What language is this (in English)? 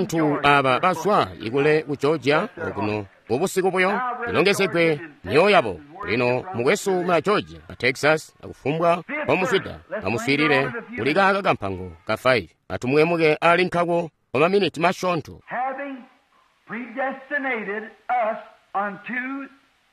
Tonga (Zambia)